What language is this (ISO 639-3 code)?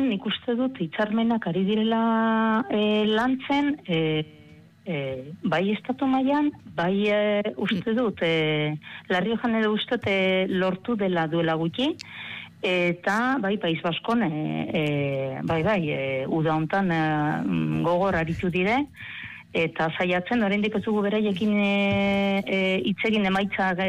eus